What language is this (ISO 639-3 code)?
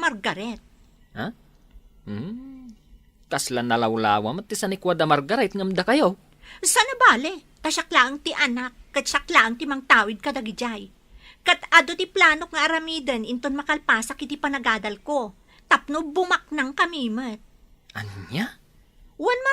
ilo